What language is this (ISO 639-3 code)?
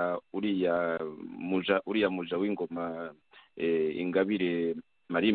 kin